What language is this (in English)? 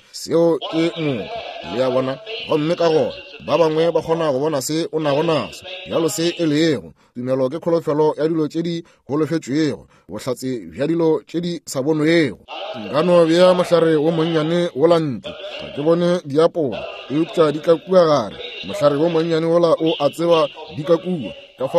Northern Sotho